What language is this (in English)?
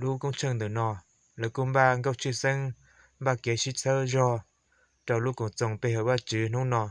Hmong